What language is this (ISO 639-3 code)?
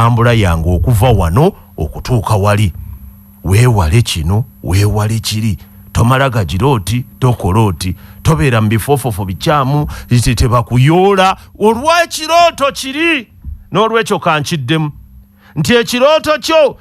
lug